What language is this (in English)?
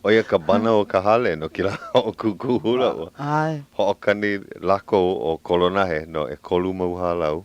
Hawaiian